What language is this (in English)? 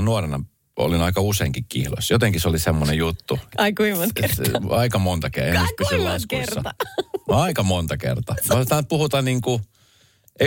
Finnish